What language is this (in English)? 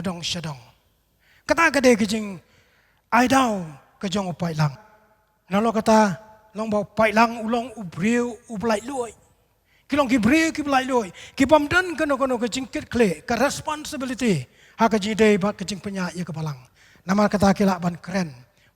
Khasi